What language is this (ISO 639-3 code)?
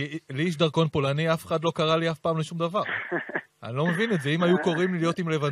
heb